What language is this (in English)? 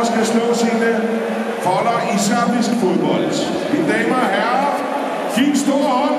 Danish